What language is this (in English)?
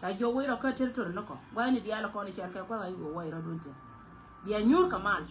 Nuer